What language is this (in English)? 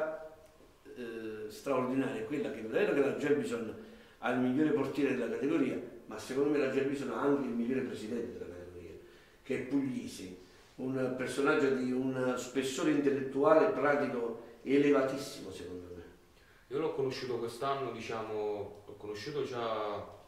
Italian